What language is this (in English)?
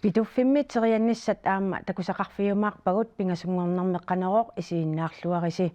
Kalaallisut